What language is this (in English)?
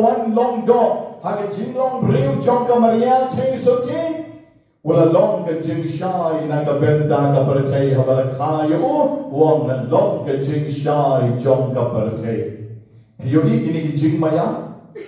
Khasi